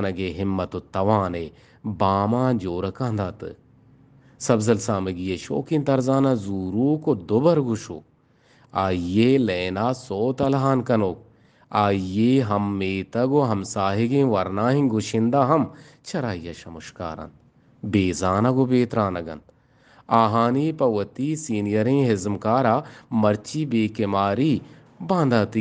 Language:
Eastern Balochi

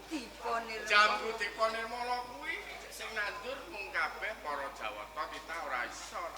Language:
Javanese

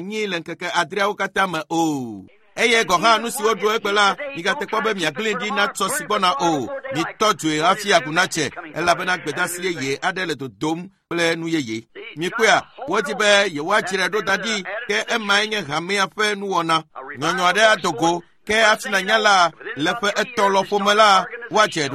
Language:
Ewe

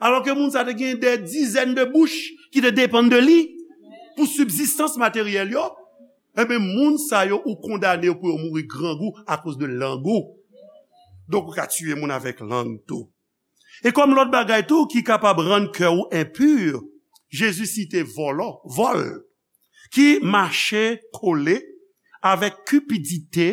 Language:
Haitian Creole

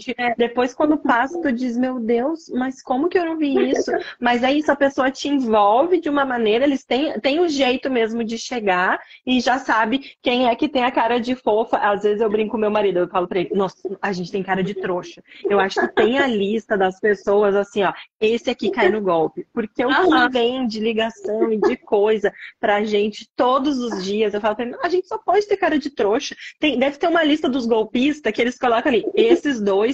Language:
Portuguese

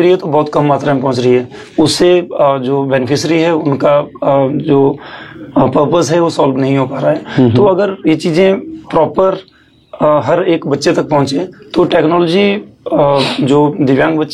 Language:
Hindi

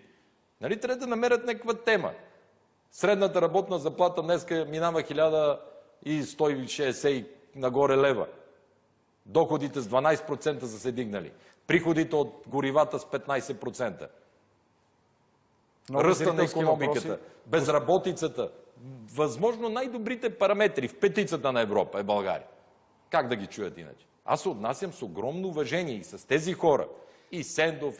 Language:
Bulgarian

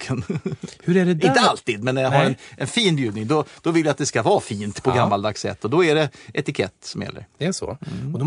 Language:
Swedish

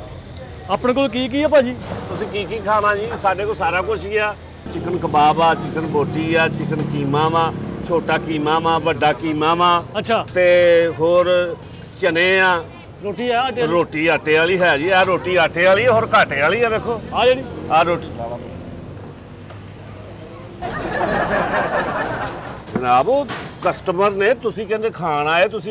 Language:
Punjabi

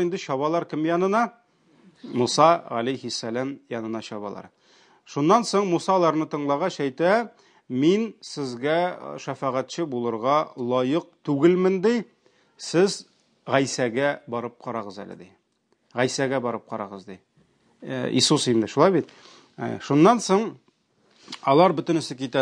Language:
Tatar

